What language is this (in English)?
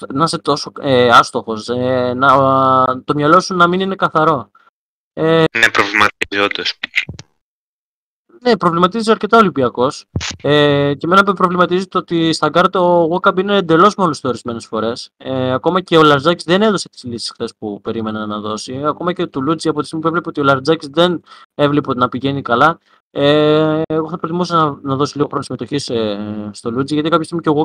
Greek